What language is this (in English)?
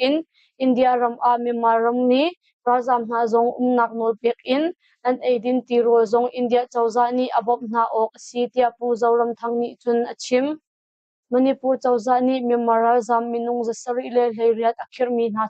Hakha Chin